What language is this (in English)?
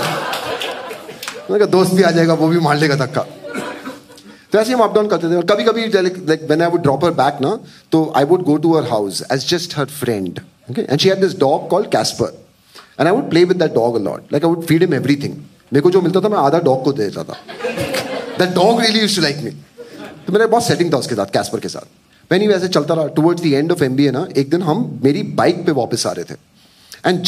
Hindi